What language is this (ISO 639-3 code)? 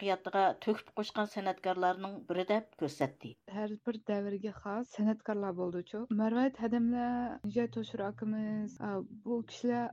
uig